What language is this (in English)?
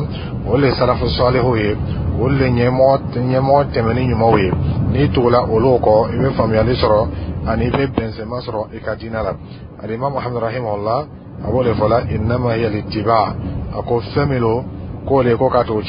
Dyula